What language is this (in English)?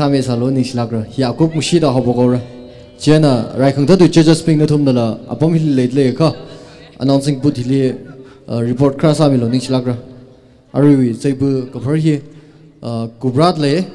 Tangkhul Naga (India)